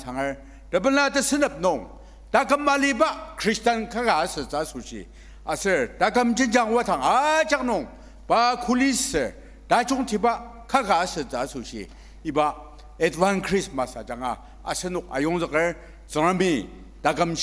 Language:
Ao Naga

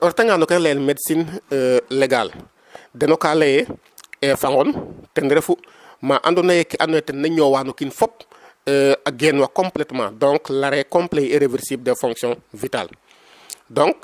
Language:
Serer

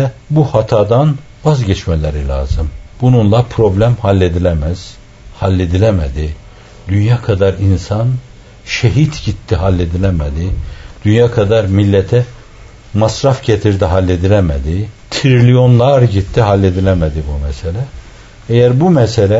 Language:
Turkish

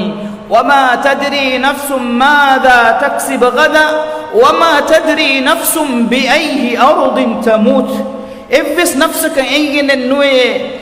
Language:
Divehi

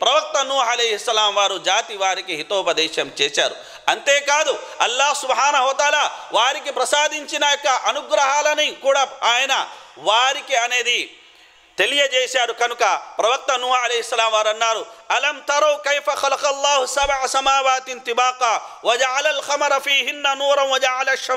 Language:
Telugu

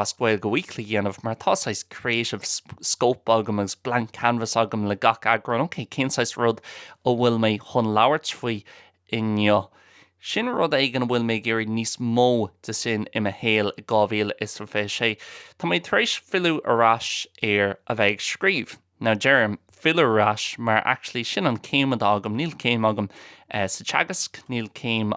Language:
Irish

